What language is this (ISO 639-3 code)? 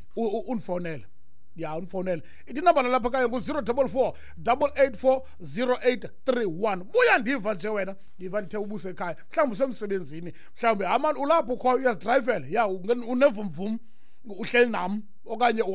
xho